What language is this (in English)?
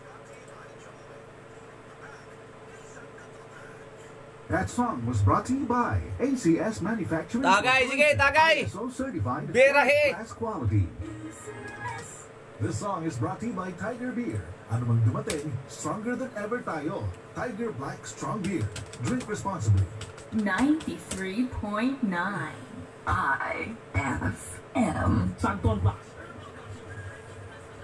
Filipino